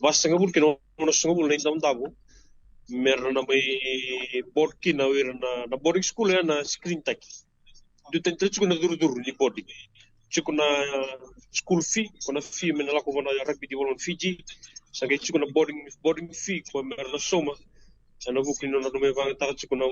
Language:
Fijian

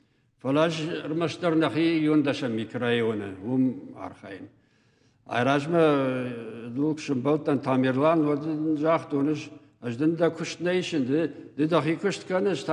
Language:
Ossetic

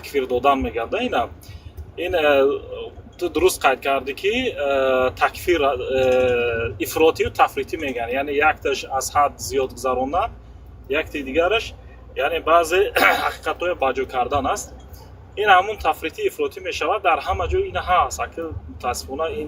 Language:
Tajik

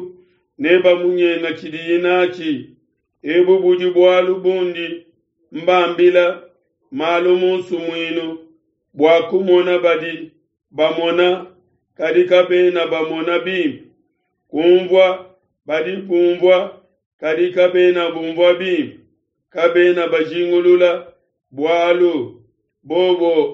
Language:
Luba-Lulua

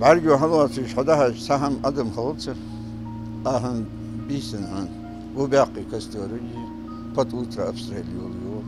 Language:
Ingush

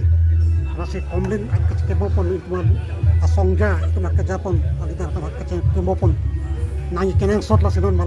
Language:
Karbi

